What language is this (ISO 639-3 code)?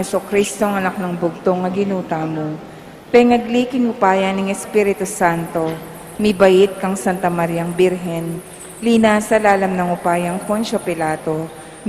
pam